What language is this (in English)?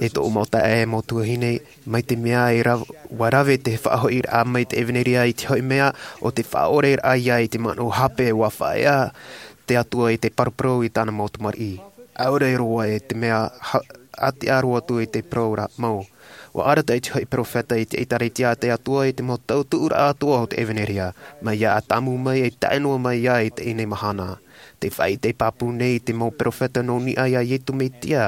Tahitian